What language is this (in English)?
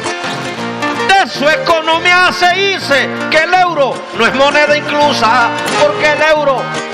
Spanish